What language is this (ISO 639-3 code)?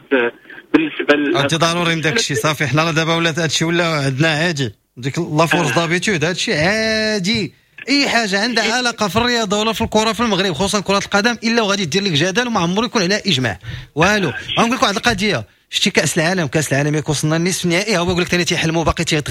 ary